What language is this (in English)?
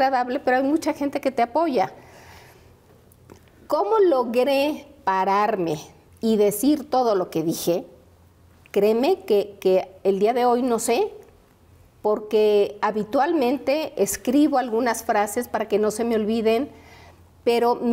Spanish